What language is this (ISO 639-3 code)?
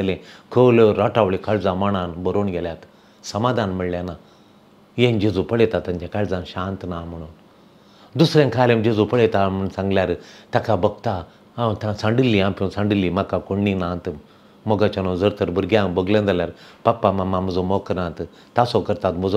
kok